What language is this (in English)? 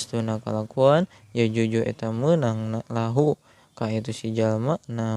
Sundanese